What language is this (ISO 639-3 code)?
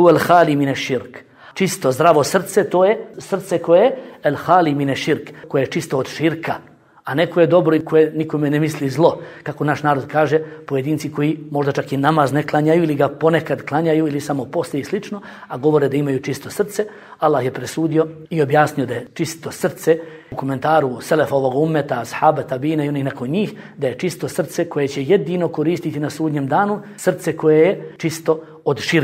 bos